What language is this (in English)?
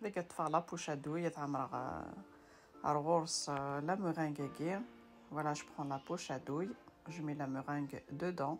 Kabyle